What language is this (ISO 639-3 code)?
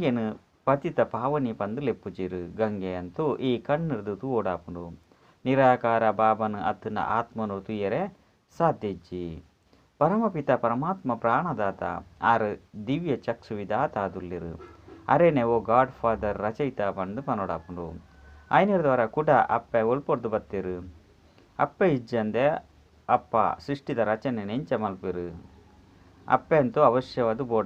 tcy